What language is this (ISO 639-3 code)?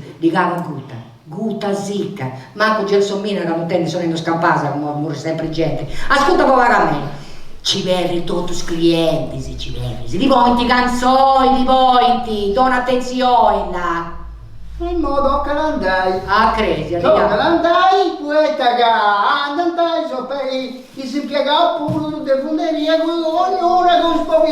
srd